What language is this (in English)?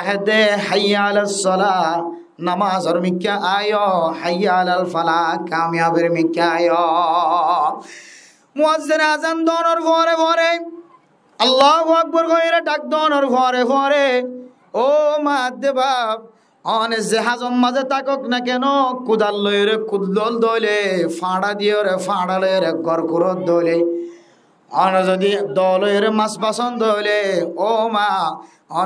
Rohingya